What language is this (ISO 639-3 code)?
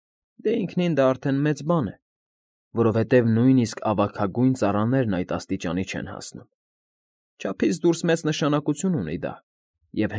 hye